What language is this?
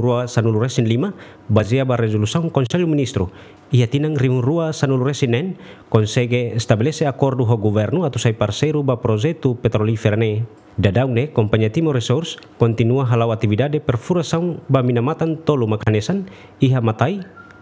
Tetum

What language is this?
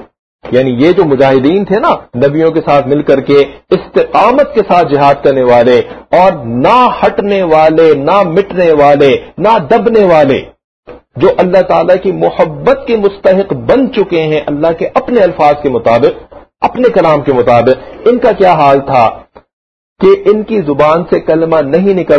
Urdu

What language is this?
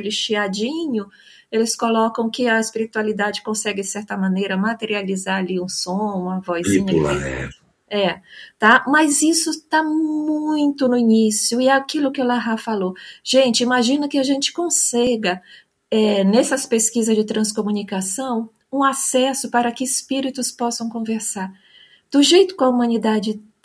Portuguese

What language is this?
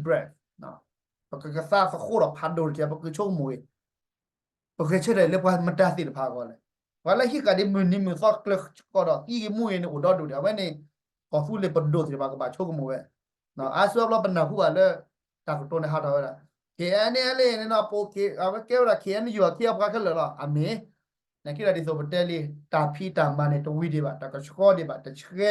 S'gaw Karen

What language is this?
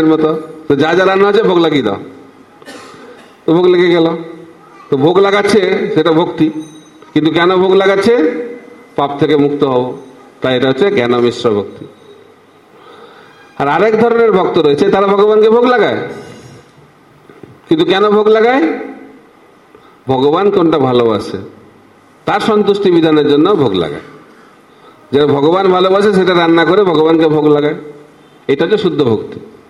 Bangla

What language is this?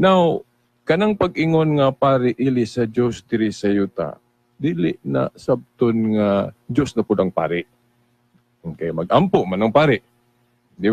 Cebuano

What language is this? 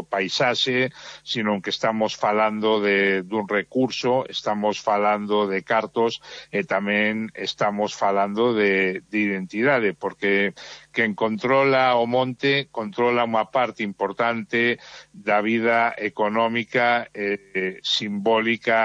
Galician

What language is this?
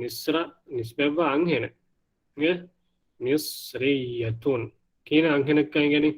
Divehi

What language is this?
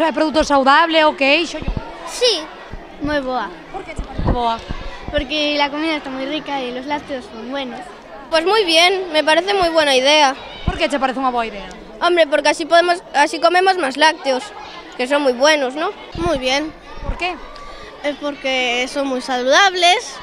Galician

